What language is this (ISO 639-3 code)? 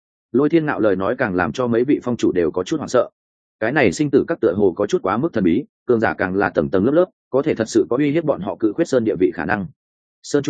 vie